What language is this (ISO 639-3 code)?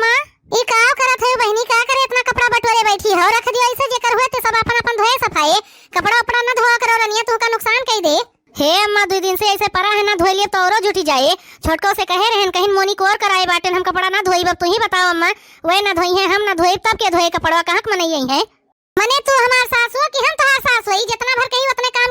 awa